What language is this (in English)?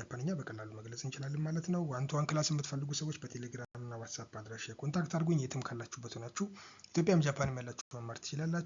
Amharic